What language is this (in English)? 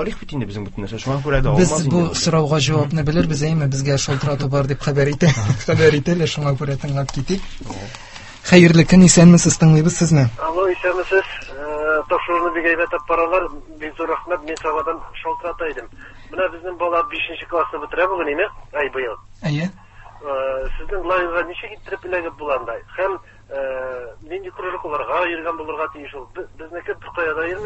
Tatar